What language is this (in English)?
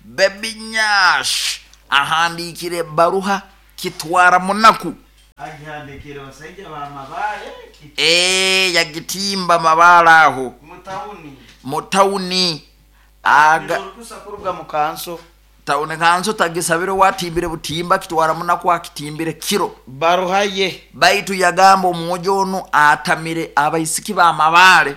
Nyoro